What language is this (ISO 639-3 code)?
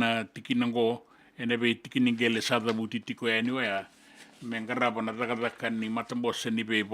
fij